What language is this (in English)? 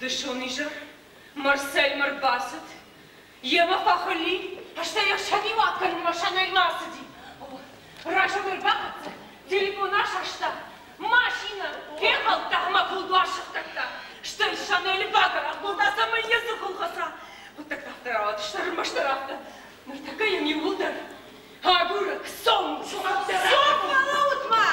Ossetic